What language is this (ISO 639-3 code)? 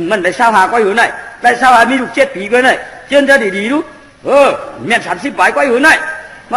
shn